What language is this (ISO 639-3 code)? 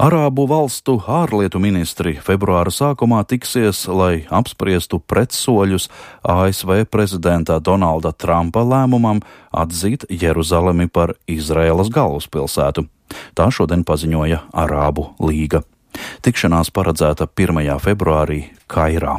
lav